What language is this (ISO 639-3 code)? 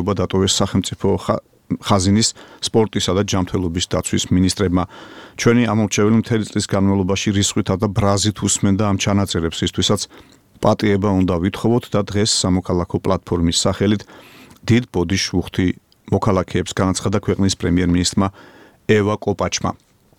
kat